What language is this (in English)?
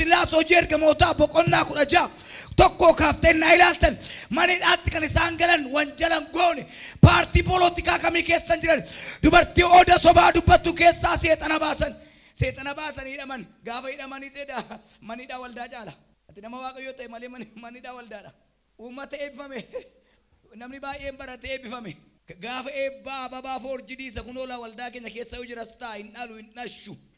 Oromo